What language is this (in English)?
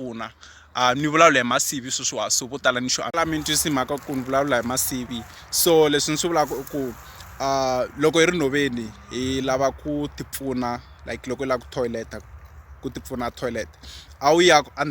Tsonga